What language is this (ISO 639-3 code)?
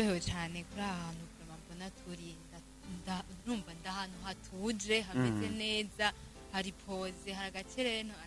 run